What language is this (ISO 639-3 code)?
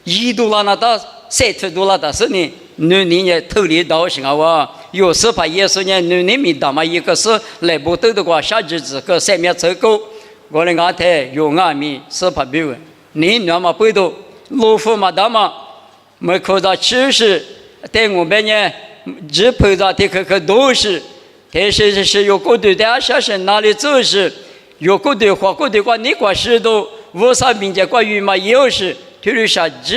lis